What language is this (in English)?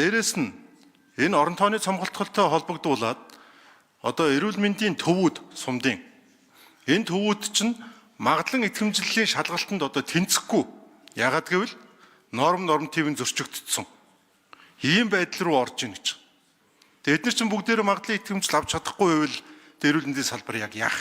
Mongolian